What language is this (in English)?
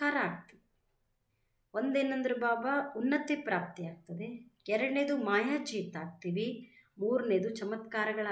Kannada